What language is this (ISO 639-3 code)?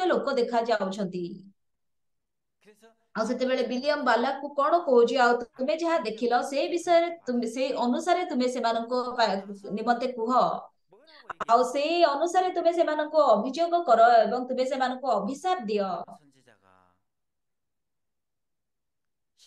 ori